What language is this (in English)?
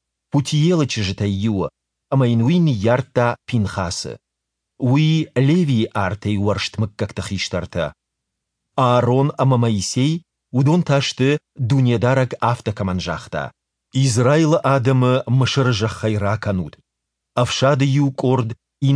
Ossetic